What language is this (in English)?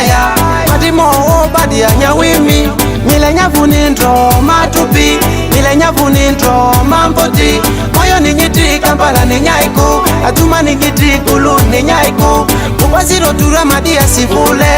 Ma'di